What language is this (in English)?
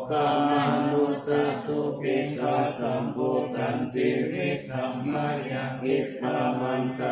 Pali